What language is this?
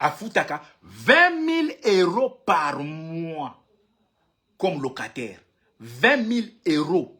Lingala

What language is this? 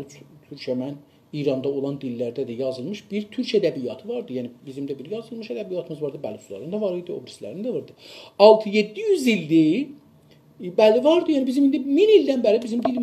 South Azerbaijani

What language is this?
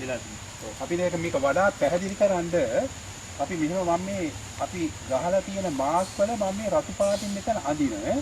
Sinhala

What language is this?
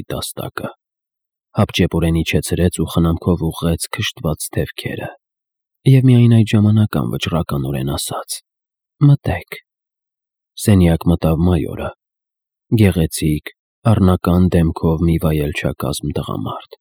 Armenian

